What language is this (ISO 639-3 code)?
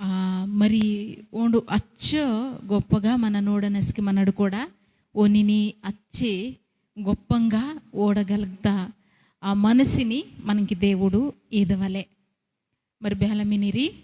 kff